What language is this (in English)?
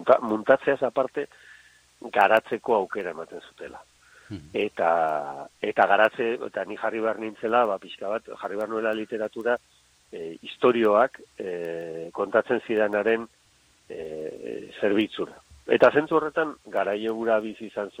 Basque